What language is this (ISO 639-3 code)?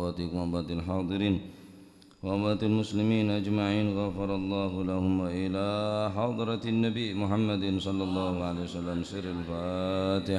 mad